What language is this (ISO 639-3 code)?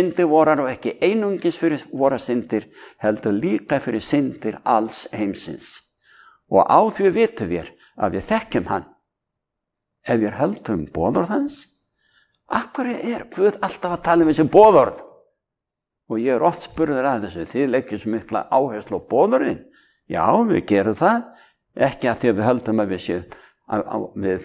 isl